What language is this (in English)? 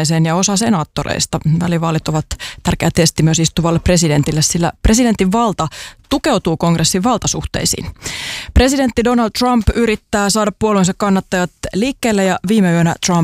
Finnish